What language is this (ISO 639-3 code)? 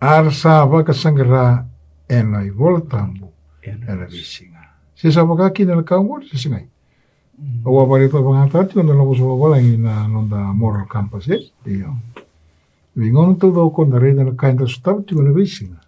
fij